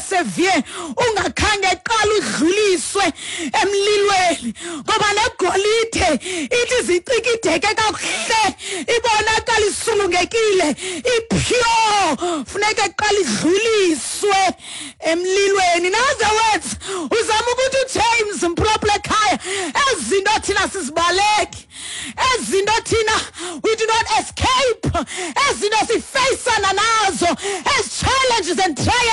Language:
Xhosa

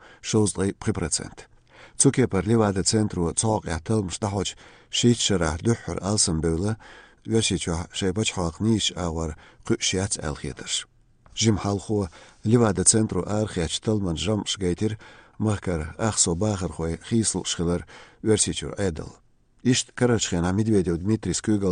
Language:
Chechen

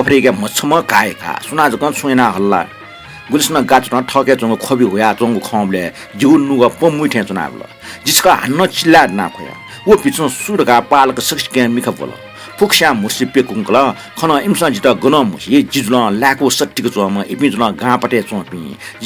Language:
Newari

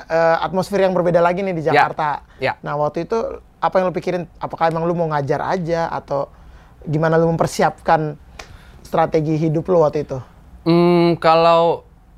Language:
Indonesian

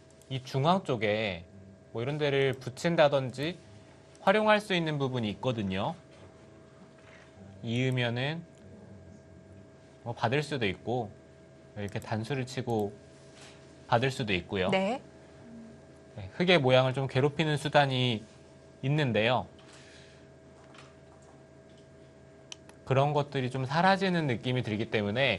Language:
Korean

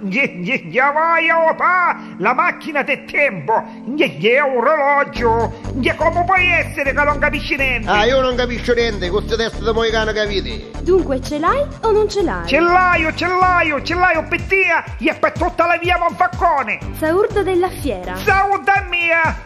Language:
Neapolitan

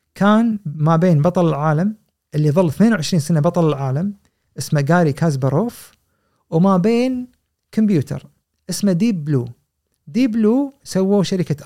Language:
Gulf Arabic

